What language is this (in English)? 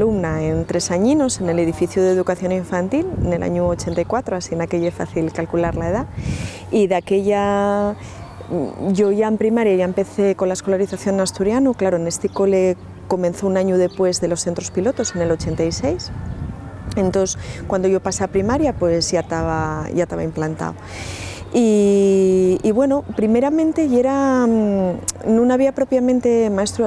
Asturian